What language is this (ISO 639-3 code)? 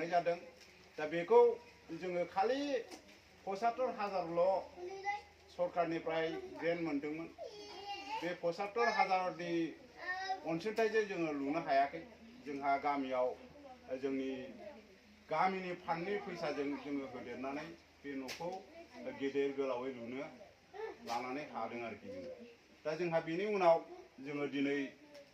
brx